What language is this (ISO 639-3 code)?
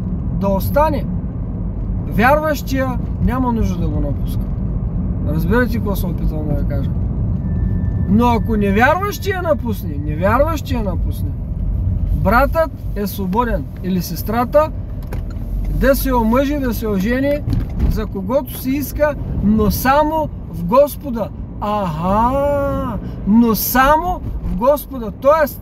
bul